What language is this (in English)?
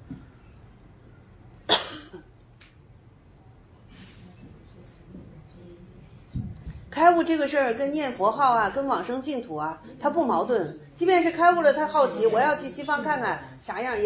Chinese